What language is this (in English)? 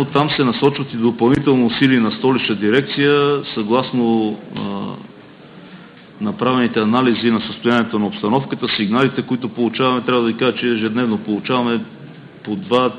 Bulgarian